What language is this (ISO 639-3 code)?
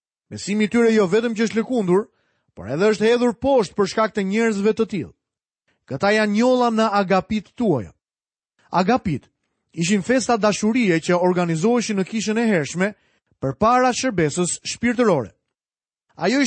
sqi